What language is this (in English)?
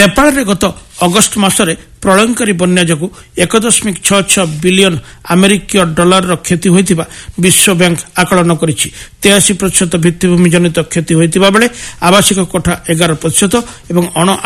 Odia